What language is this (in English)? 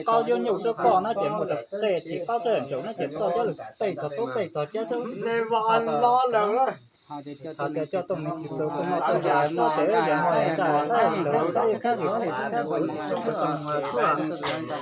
Hmong